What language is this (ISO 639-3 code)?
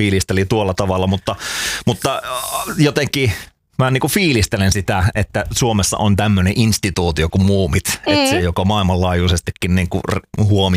fin